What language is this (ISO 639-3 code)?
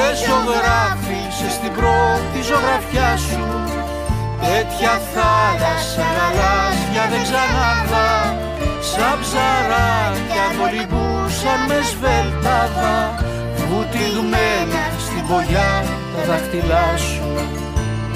ell